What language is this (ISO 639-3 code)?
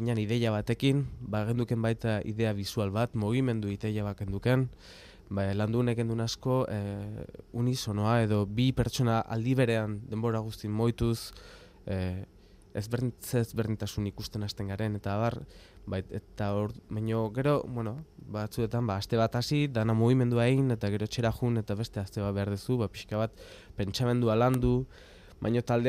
eus